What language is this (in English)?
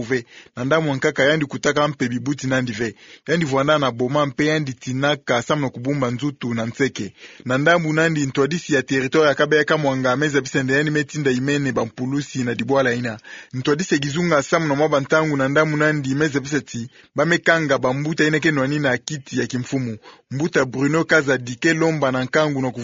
Kituba (Democratic Republic of Congo)